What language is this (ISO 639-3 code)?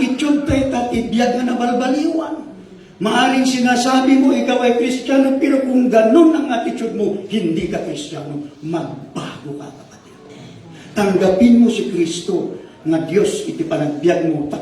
ilo